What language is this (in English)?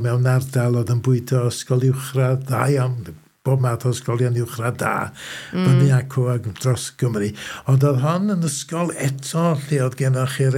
Welsh